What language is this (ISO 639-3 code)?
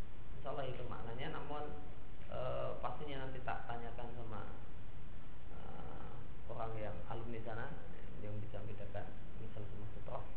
ind